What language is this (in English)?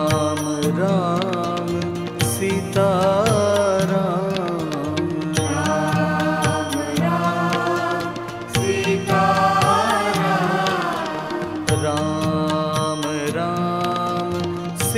Hindi